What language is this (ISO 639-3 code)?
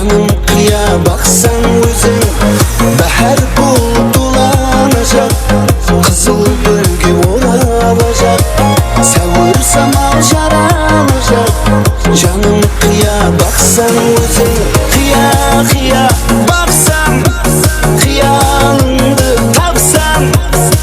kaa